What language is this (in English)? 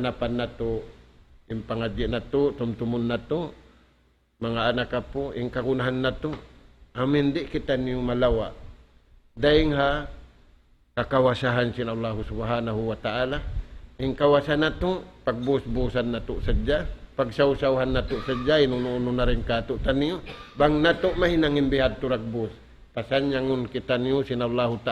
Tausug